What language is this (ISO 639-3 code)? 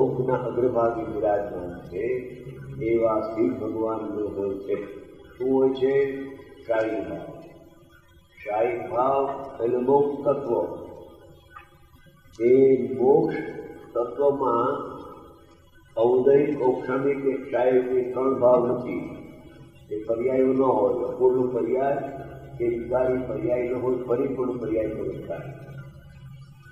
guj